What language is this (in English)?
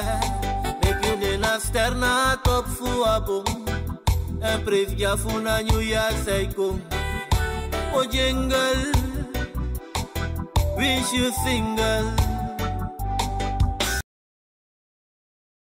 Dutch